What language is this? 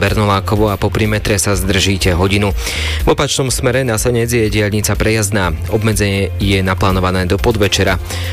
Slovak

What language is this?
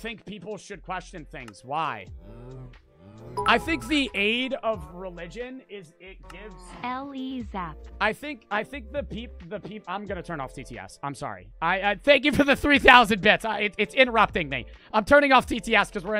English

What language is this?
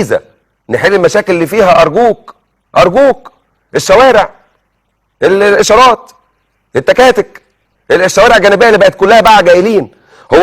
Egyptian Arabic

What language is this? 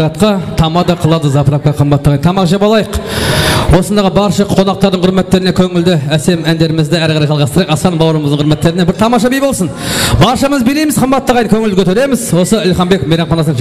Kara-Kalpak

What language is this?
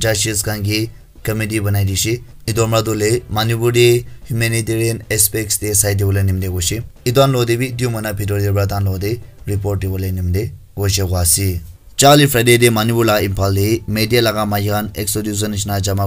Naga Pidgin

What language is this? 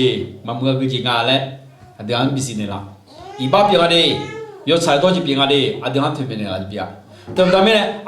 Akha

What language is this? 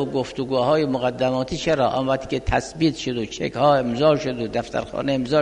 Persian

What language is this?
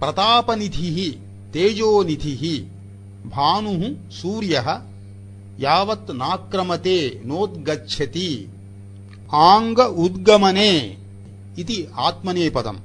Sanskrit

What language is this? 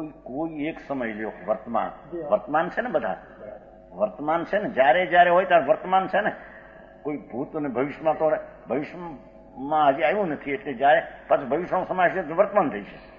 Gujarati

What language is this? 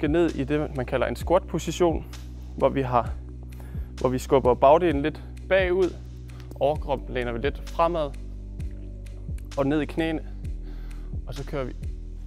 Danish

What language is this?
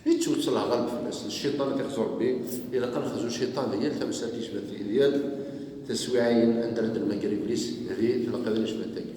Kabyle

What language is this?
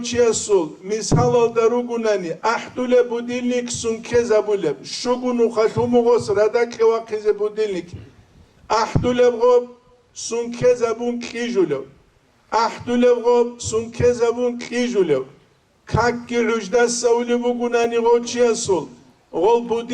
Avaric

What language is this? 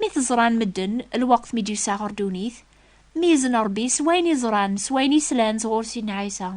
Kabyle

